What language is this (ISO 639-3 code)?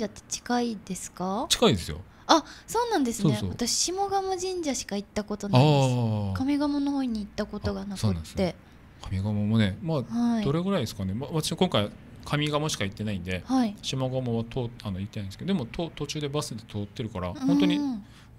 jpn